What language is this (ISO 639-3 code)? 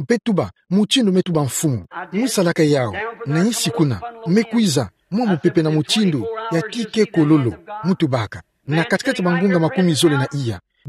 ktu